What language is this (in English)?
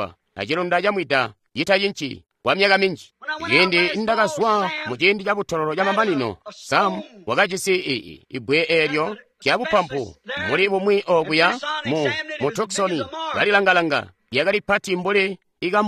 Tonga (Zambia)